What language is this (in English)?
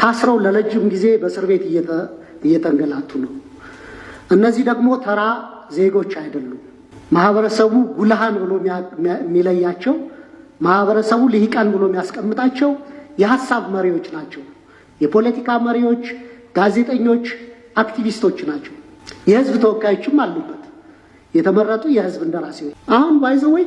Amharic